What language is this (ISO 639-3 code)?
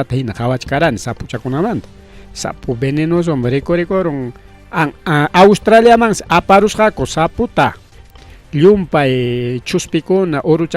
quy